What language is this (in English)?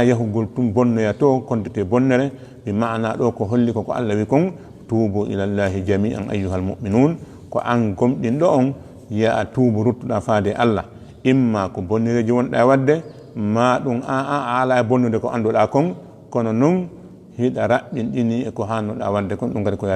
Fula